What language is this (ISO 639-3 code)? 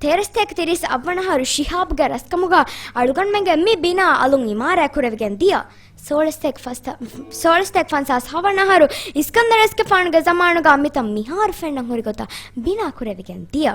div